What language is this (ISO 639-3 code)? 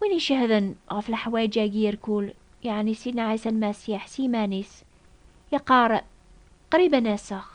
kab